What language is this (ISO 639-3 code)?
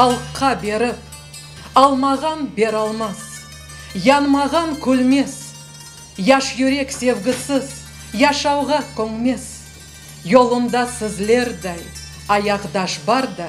crh